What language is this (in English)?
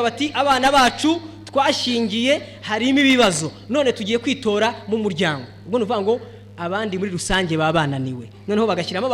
Kinyarwanda